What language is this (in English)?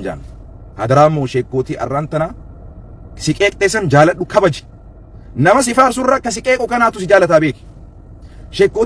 Oromo